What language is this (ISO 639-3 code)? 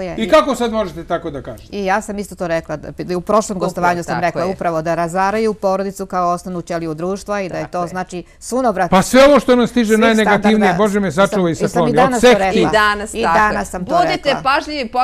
srp